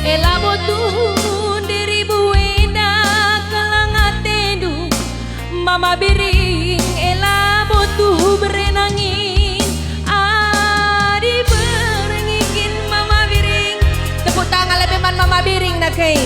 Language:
Batak Karo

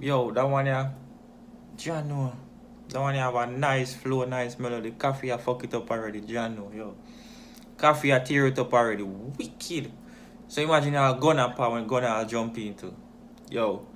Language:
Jamaican Creole English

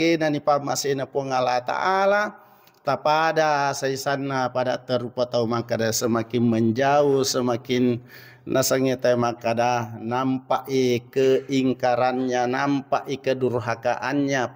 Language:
Buginese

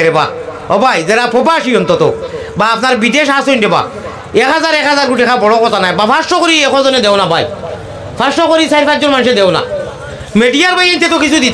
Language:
Sylheti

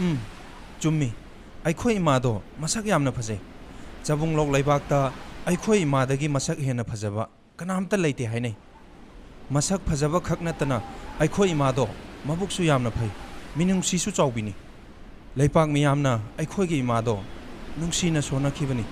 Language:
Manipuri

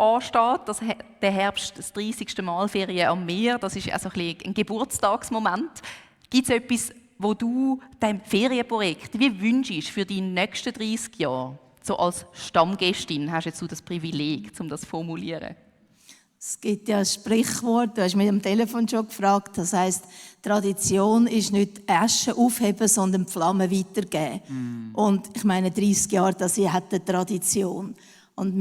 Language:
Swiss German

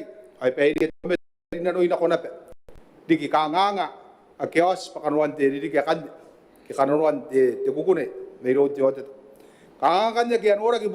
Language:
Gilbertese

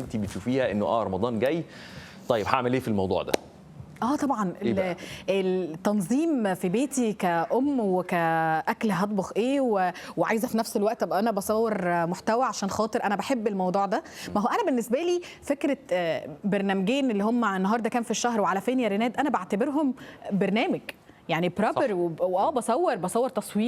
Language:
Egyptian Arabic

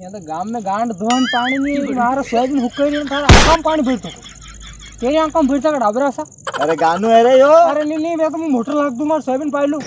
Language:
Rajasthani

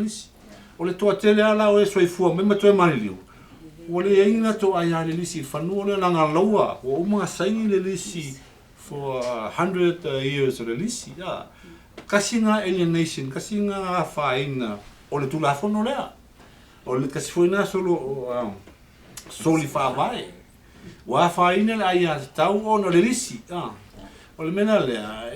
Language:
Samoan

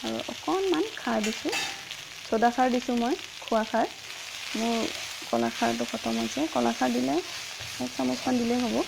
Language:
Assamese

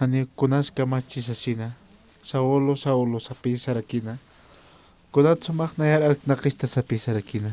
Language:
Aymara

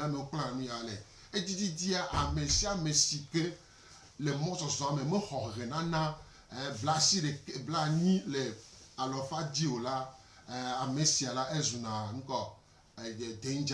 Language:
Gen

